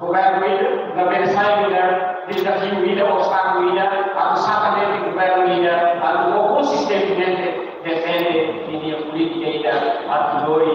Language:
Tetum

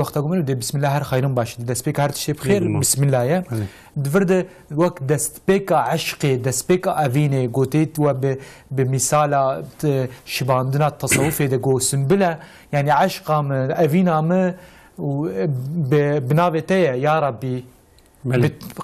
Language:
Kurdish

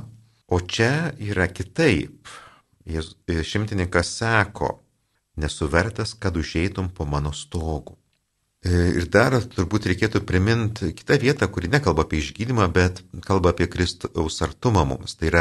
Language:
Lithuanian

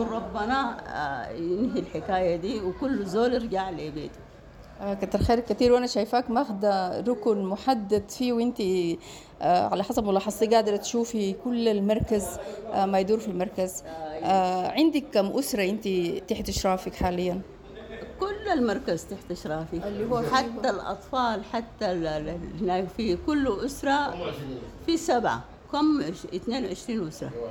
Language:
Sudanese Arabic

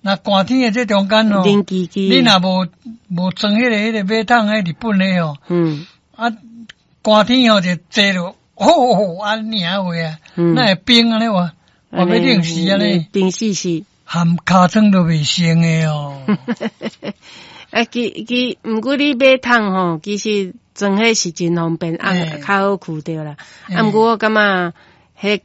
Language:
Min Nan Chinese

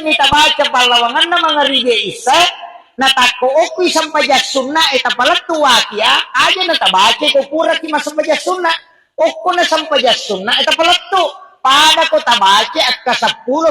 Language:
Buginese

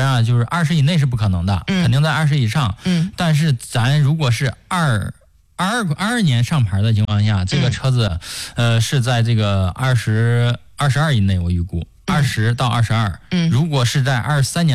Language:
Chinese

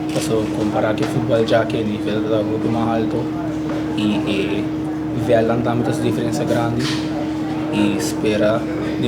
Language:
Papiamento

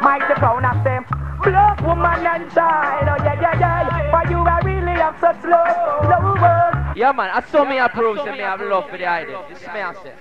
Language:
Jamaican Creole English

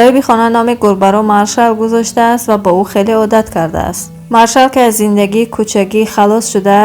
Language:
Tajik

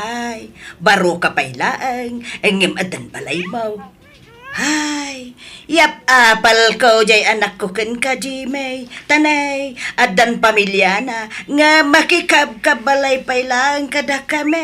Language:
Iloko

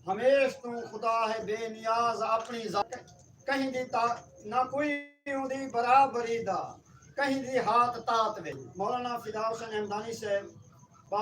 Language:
Saraiki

